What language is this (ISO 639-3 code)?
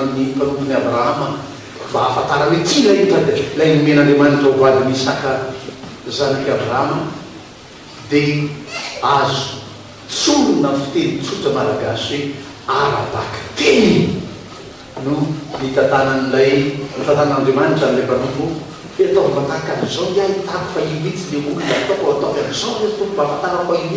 mlg